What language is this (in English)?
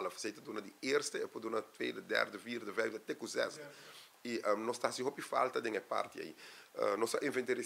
Papiamento